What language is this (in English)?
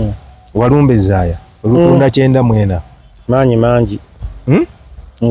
Ganda